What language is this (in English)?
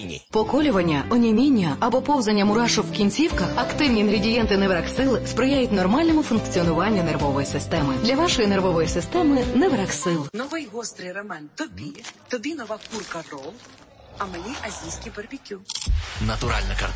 Ukrainian